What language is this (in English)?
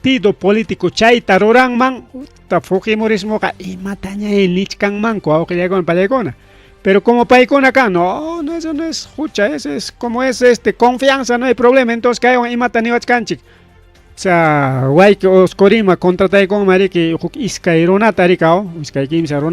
Ayacucho Quechua